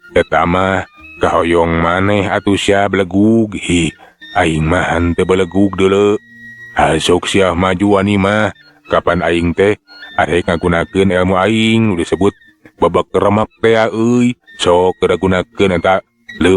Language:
Sundanese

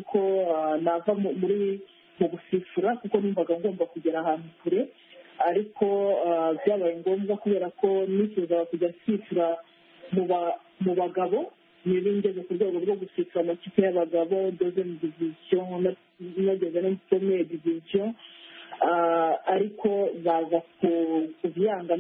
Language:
Kinyarwanda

